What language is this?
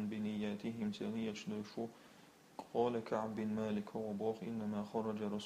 Chechen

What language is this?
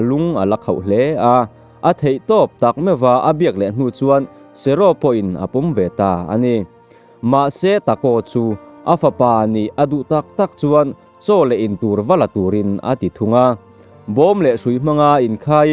Mizo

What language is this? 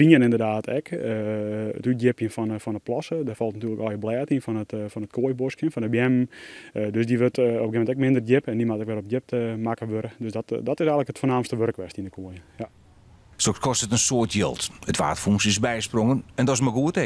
Western Frisian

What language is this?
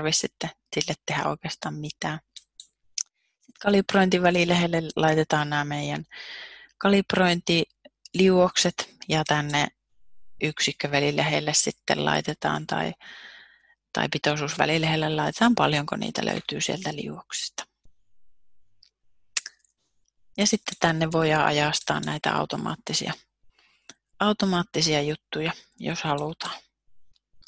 Finnish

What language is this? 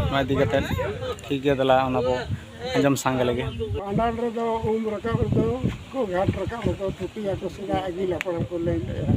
Santali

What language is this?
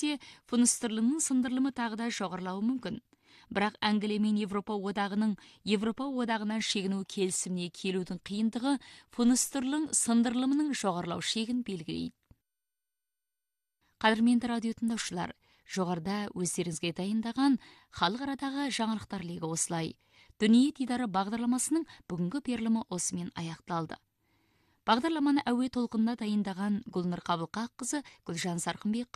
Kazakh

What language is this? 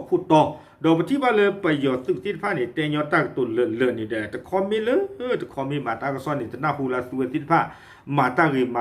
S'gaw Karen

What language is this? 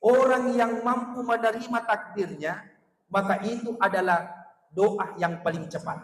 Buginese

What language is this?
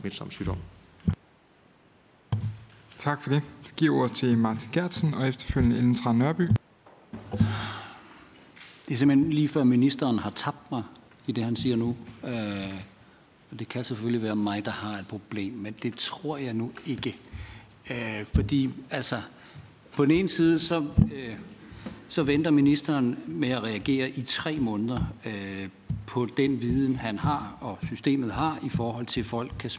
Danish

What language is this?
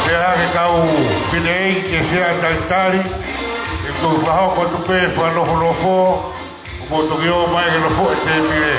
Tongan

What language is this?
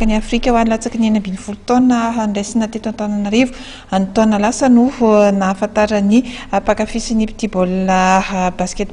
Malagasy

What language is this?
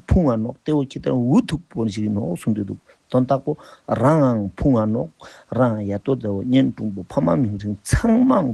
Ladakhi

